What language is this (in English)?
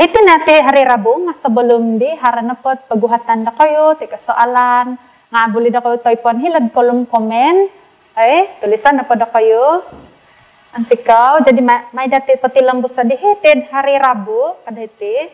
Central Dusun